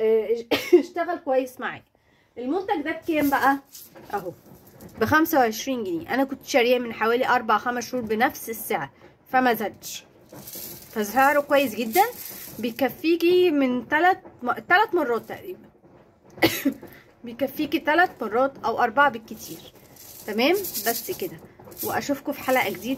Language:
Egyptian Arabic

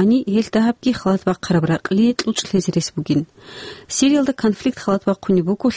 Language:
Avaric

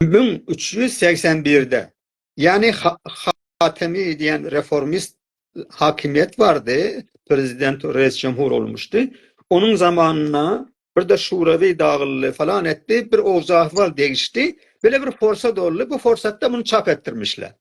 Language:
South Azerbaijani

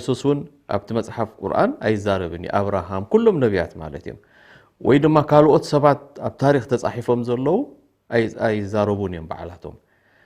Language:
Tigrinya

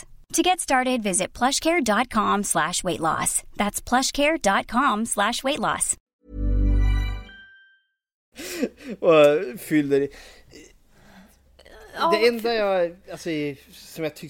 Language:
Swedish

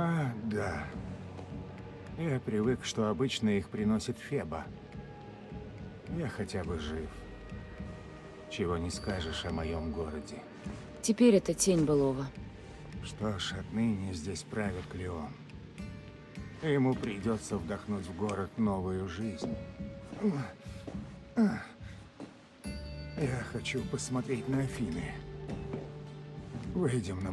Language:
Russian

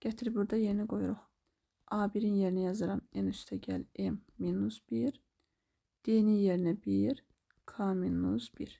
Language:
Azerbaijani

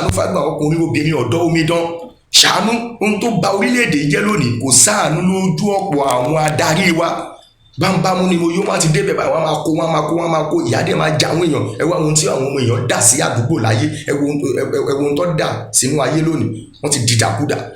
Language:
Yoruba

